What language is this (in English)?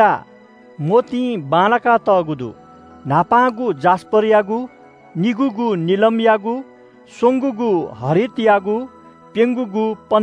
Newari